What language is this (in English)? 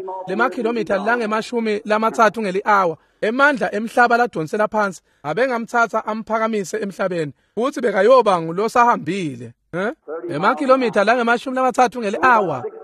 Swati